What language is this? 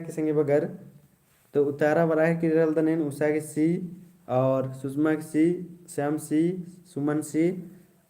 Kurukh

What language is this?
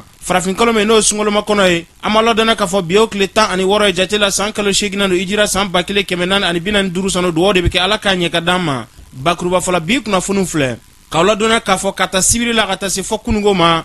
Bambara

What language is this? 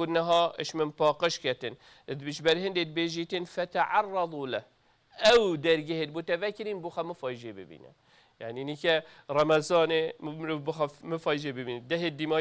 Kurdish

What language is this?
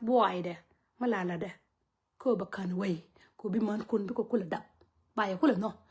Nuer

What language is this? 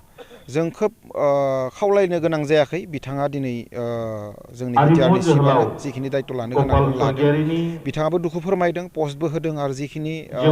Bodo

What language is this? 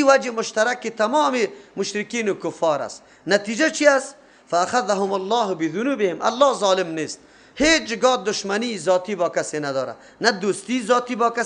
Persian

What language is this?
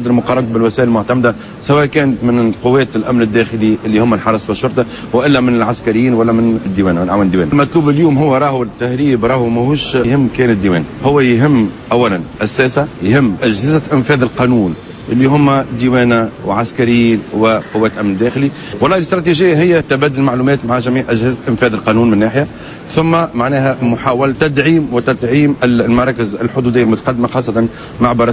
Tunisian Arabic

